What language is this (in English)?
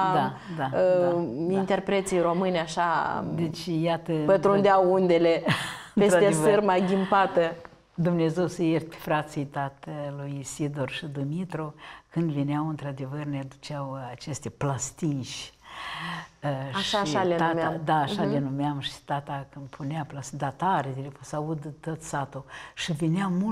Romanian